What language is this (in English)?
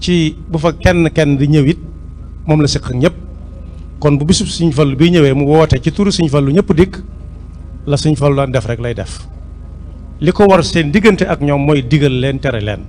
Wolof